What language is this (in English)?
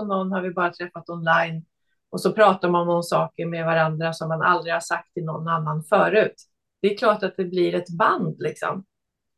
Swedish